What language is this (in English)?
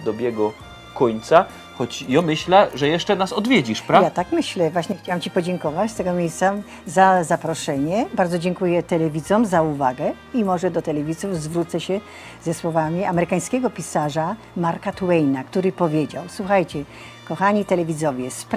Silesian